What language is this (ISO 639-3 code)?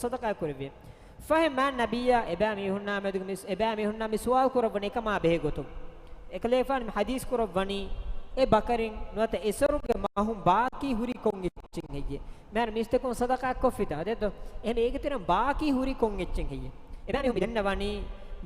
div